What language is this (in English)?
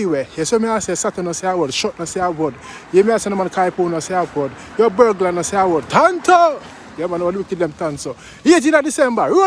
Jamaican Creole English